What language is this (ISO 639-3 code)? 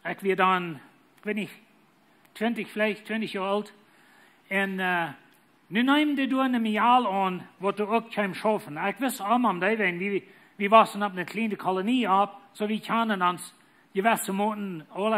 pdt